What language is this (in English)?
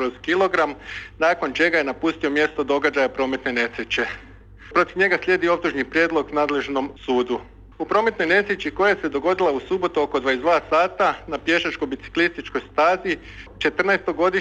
Croatian